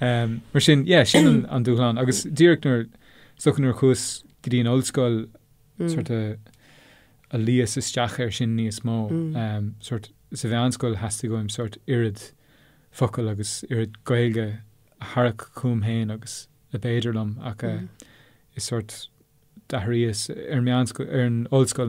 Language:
Irish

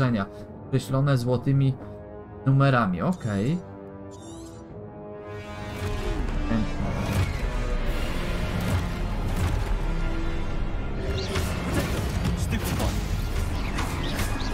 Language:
Polish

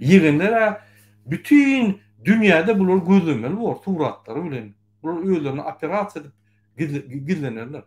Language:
Turkmen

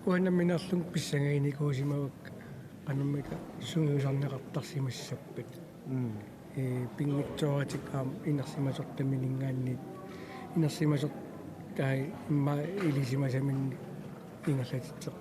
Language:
Kalaallisut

